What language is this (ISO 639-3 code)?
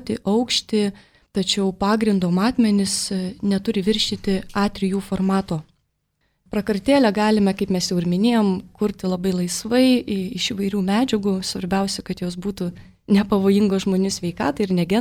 lit